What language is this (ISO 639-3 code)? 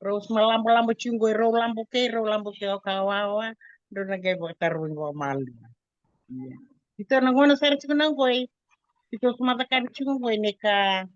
fij